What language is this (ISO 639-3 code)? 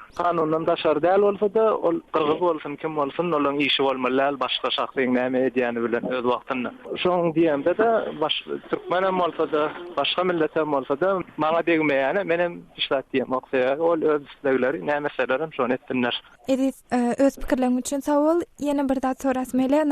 tuk